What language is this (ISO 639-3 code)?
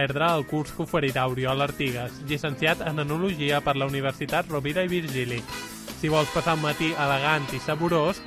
cat